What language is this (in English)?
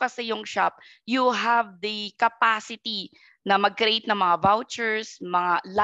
Filipino